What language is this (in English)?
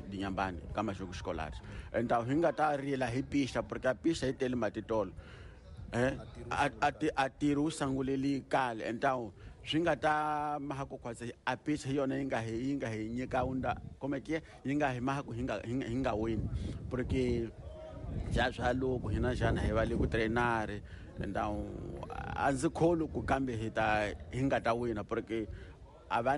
Tsonga